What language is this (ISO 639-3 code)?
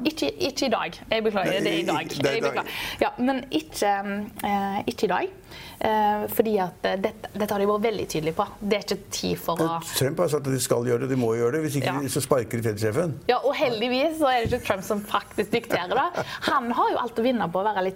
nor